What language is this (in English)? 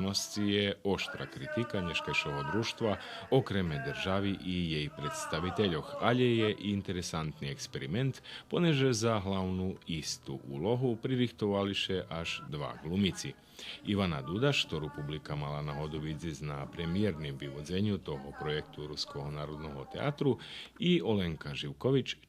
Rusyn